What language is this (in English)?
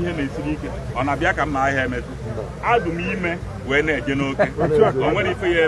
Igbo